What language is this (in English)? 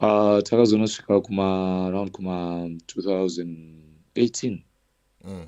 Shona